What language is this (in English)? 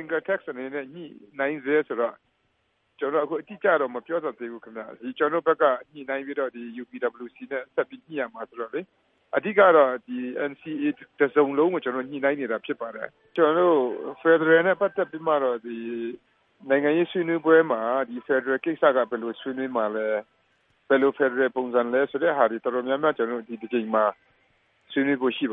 Burmese